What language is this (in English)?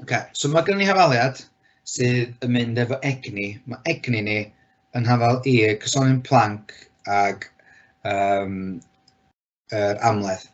Welsh